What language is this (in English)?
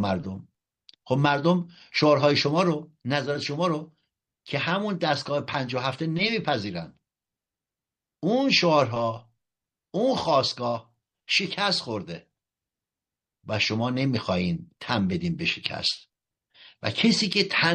Persian